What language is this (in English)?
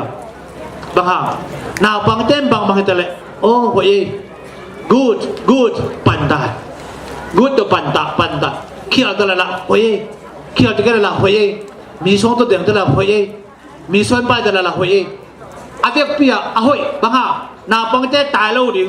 Tedim Chin